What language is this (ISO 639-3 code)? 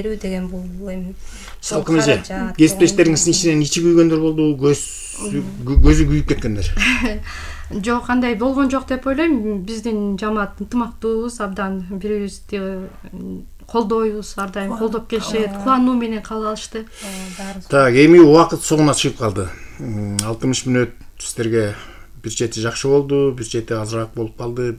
kir